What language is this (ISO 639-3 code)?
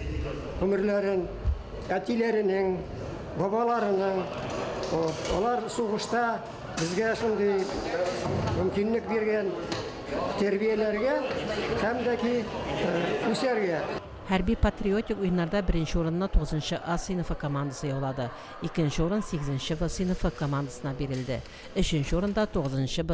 tat